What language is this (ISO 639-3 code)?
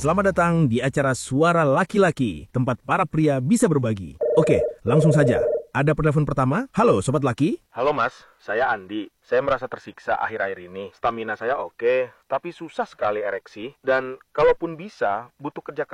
ind